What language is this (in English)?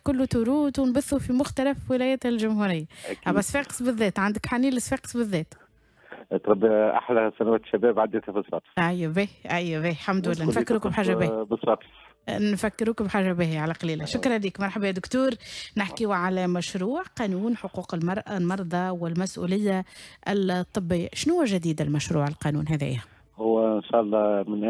Tunisian Arabic